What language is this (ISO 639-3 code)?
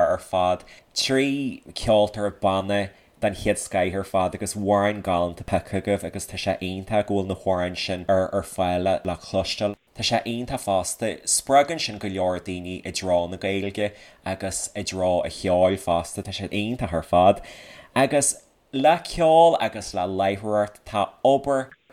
gle